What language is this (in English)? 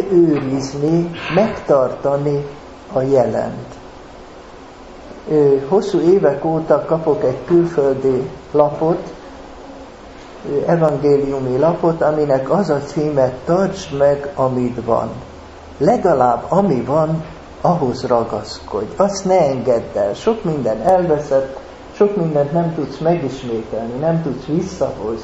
Hungarian